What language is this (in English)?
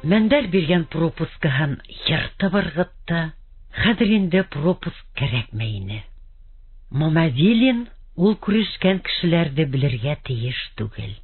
Bashkir